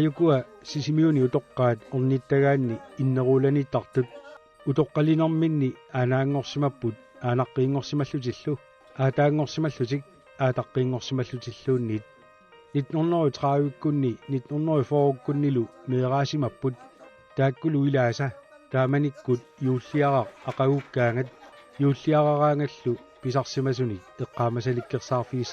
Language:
Kalaallisut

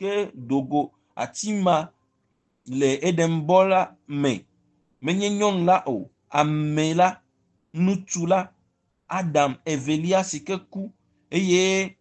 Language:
Ewe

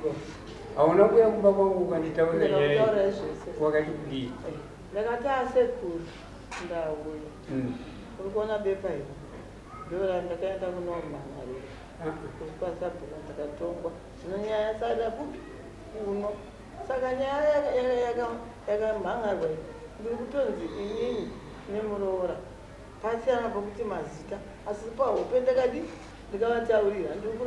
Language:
Shona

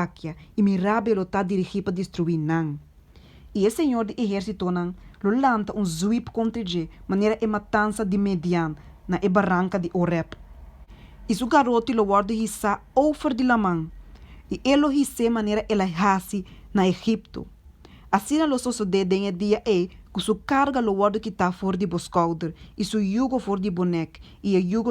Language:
Papiamento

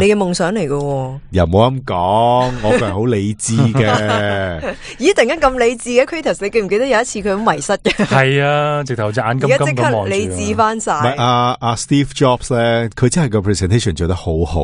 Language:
Cantonese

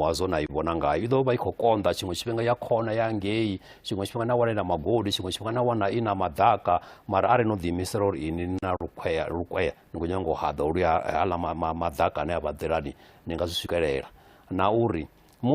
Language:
Venda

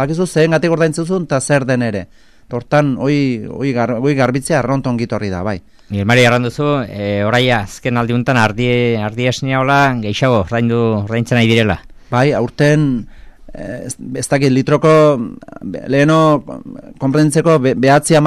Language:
Basque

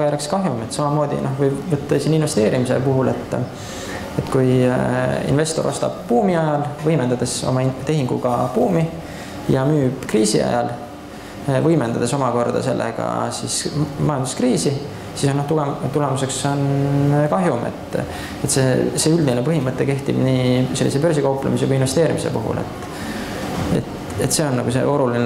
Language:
Estonian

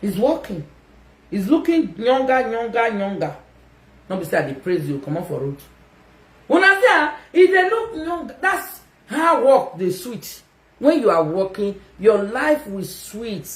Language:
Nigerian Pidgin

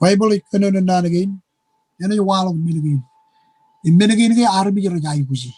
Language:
Marshallese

